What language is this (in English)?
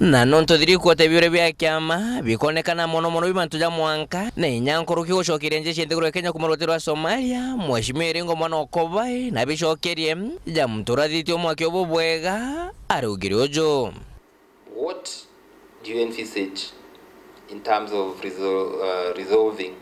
Meru